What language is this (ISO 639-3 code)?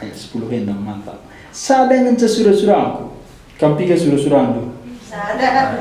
btx